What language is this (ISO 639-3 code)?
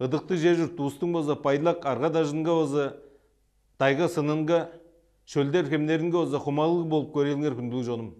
tyv